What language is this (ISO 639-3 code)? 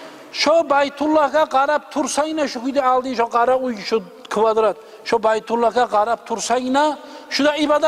kum